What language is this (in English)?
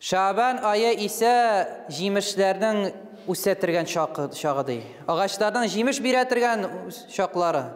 Tatar